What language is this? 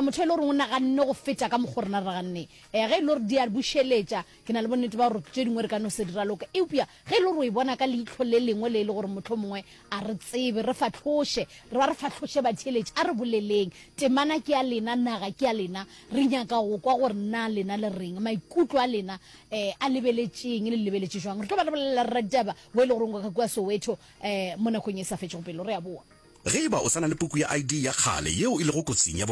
Northern Sotho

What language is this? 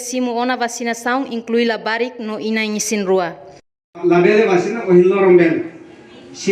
Tetum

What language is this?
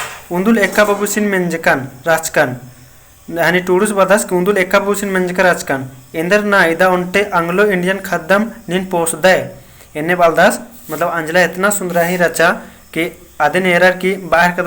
Kurukh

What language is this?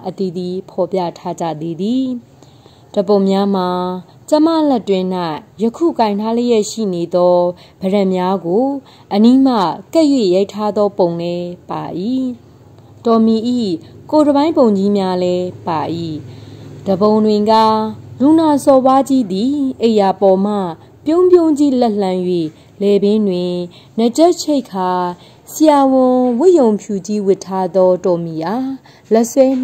Burmese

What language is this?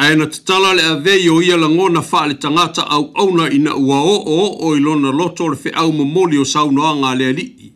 Samoan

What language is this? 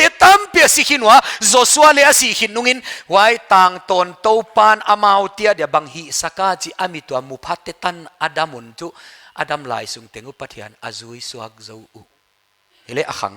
Paite Chin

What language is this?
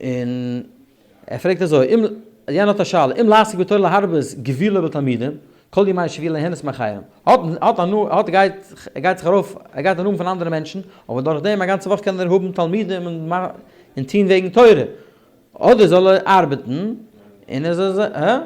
Yiddish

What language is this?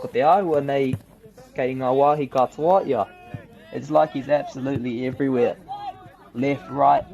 Māori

